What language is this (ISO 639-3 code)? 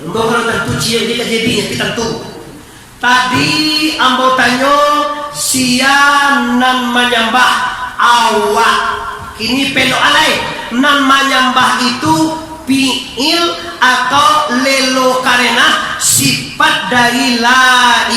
min